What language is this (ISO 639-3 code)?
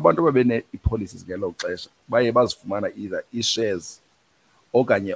xho